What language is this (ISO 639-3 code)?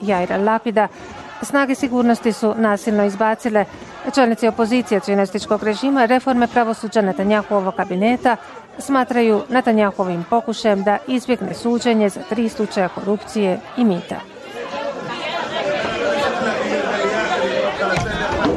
bos